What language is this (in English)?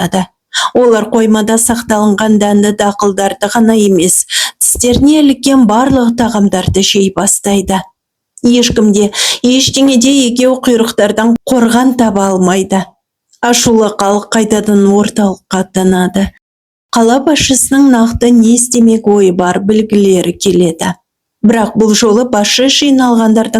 Kazakh